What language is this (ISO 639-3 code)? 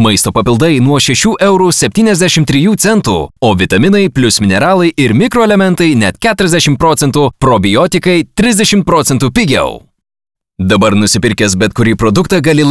lit